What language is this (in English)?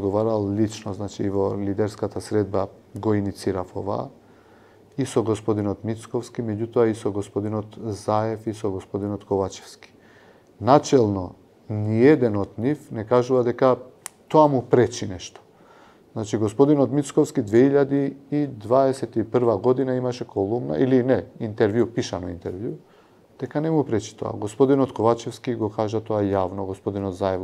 Macedonian